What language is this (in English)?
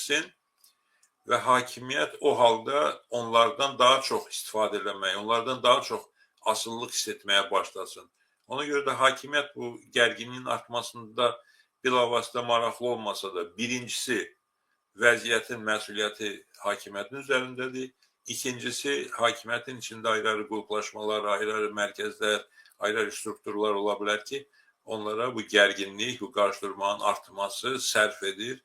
Azerbaijani